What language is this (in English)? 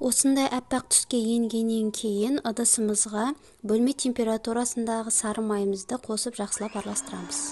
Kazakh